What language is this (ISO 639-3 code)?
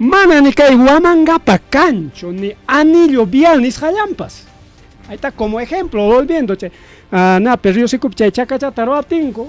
quy